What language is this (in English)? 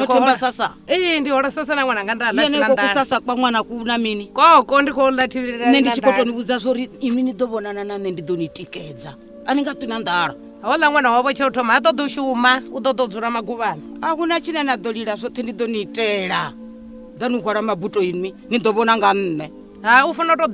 Venda